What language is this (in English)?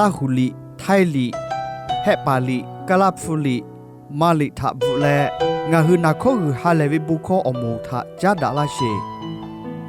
Lahu